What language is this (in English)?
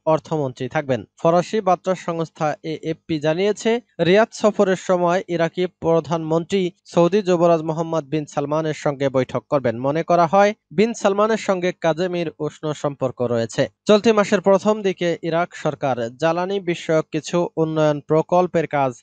Bangla